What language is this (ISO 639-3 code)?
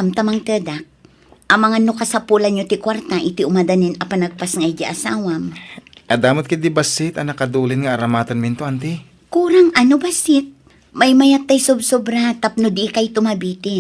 ilo